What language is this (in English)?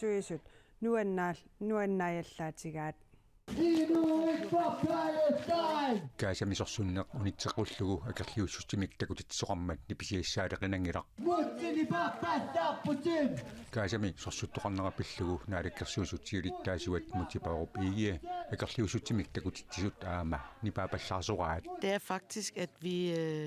Kalaallisut